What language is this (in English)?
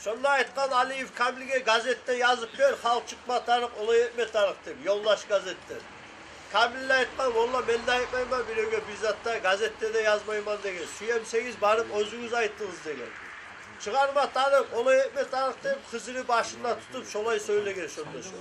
Kumyk